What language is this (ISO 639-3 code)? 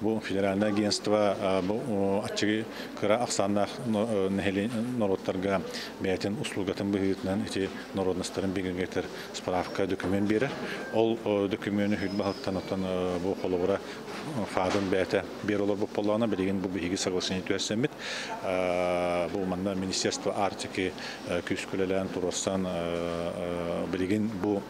sah